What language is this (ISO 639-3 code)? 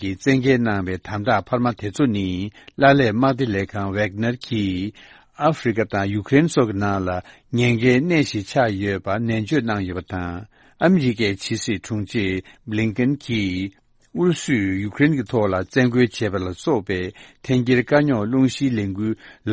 bod